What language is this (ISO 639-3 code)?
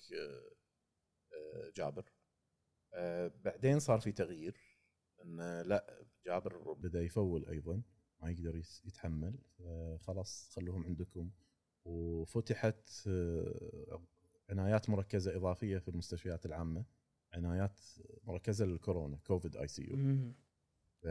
afb